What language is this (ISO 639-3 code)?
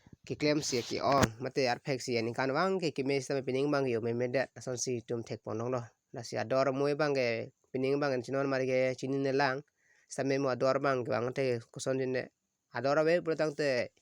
mjw